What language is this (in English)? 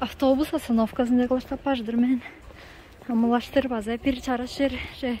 Tuvinian